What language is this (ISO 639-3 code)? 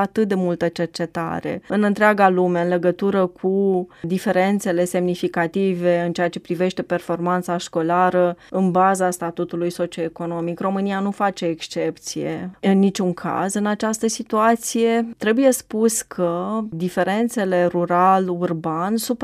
ron